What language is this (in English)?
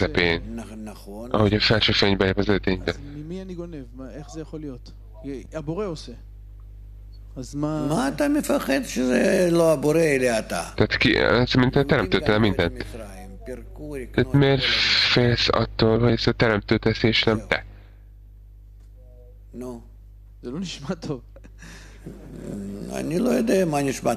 Hungarian